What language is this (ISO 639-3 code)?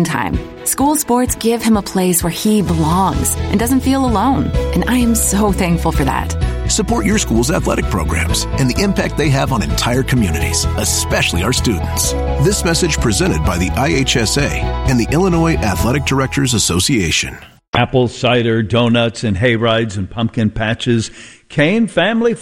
eng